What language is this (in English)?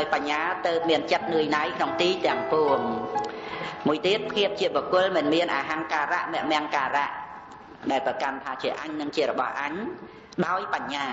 Khmer